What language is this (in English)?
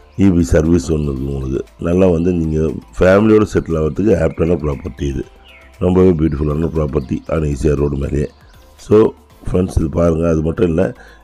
Tamil